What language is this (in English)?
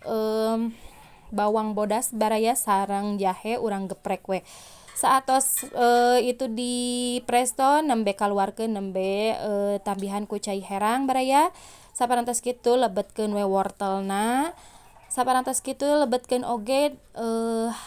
Sundanese